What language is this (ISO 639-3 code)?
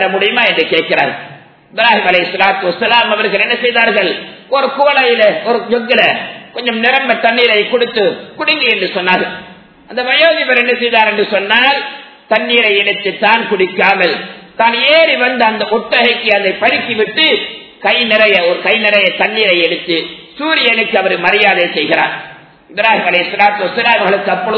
tam